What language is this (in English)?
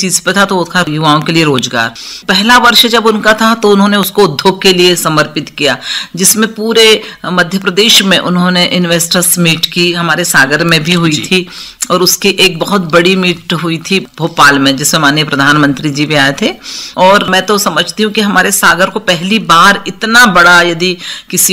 Hindi